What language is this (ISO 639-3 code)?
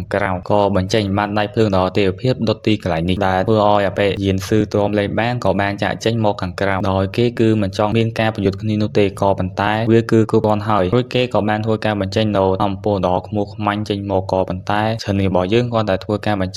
khm